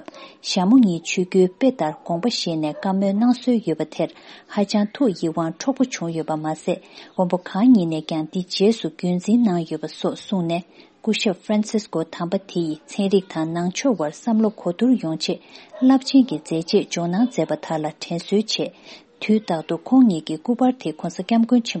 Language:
Tibetan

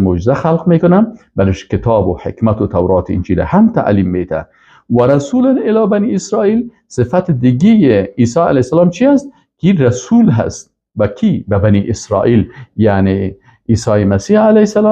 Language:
Persian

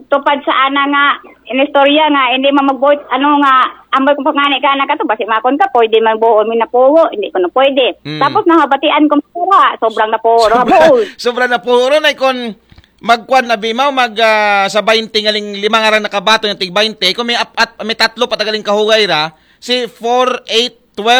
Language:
Aklanon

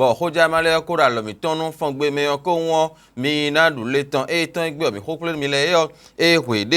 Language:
Fon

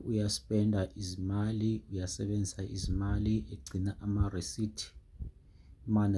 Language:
Zulu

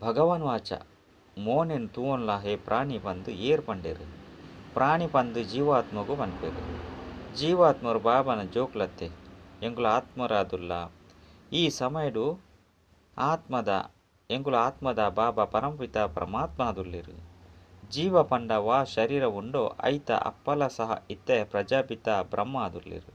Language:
Tulu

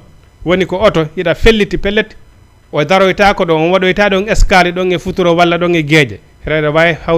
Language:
Fula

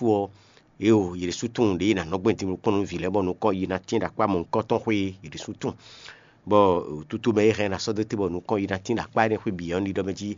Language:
Fon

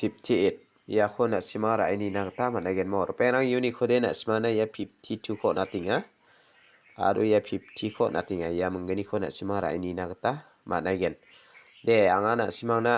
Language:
Garo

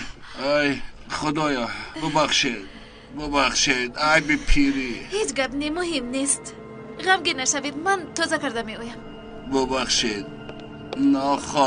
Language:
Tajik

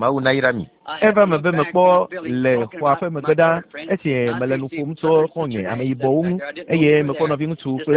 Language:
Ewe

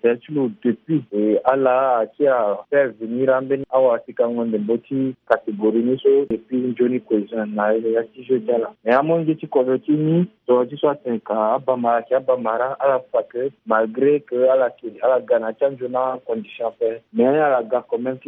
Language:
Sango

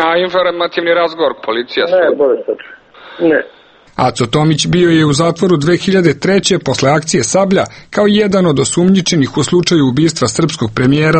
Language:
Serbian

